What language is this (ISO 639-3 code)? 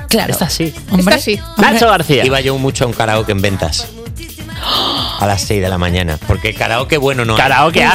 spa